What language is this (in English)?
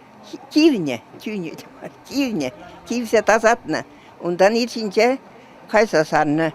Chuvash